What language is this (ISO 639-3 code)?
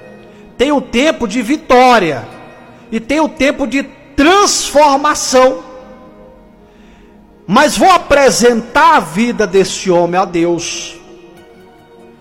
por